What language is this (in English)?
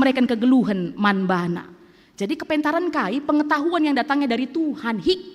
Batak Karo